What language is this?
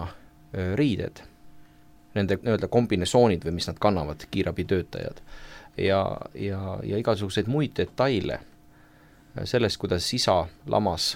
Estonian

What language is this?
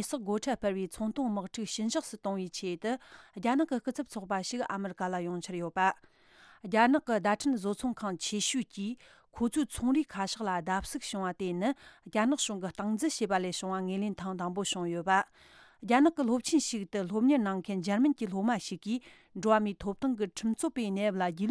Tibetan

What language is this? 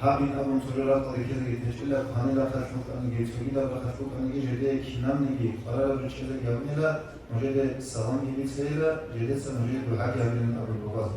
Avaric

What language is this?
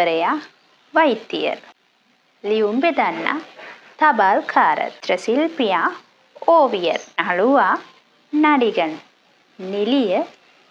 Sinhala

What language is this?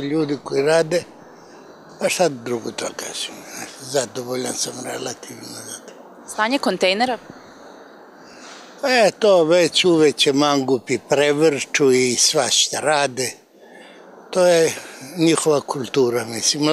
Serbian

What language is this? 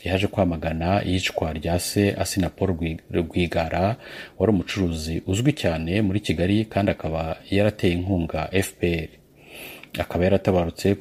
Kinyarwanda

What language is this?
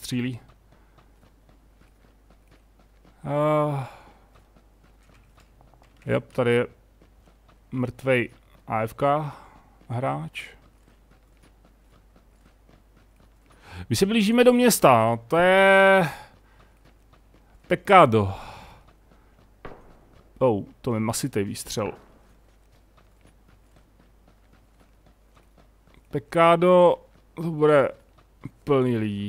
Czech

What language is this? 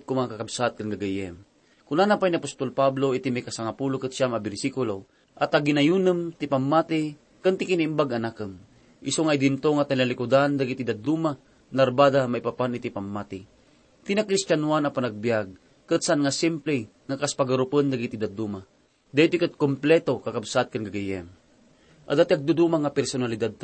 Iloko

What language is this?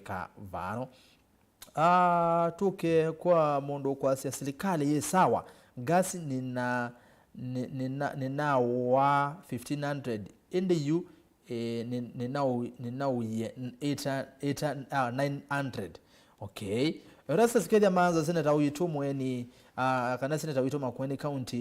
Kamba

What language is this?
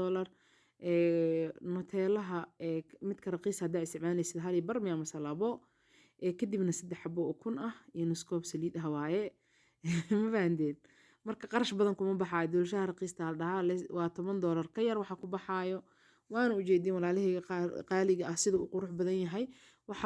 Somali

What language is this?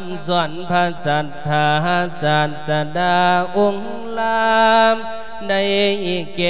Lao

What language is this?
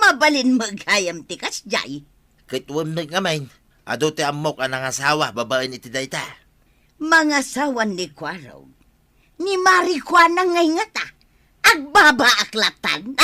Iloko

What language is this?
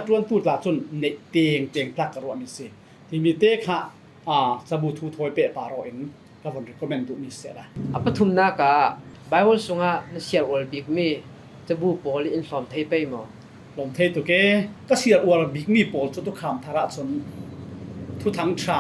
Falam Chin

